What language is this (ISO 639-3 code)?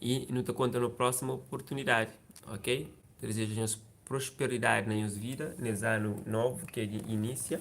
kea